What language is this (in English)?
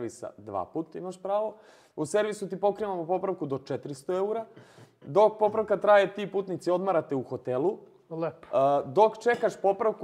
Serbian